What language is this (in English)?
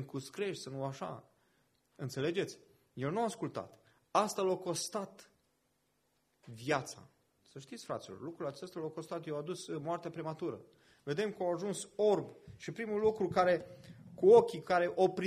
Romanian